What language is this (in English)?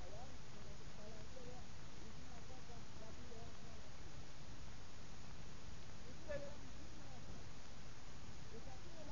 Malay